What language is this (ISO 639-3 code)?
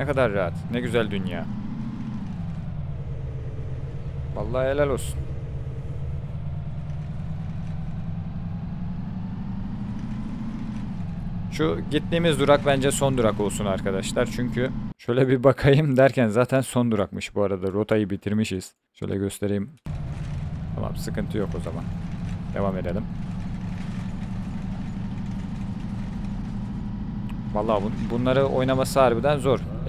tur